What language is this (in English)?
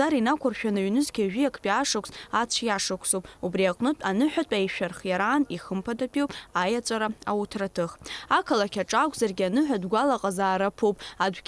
Abkhazian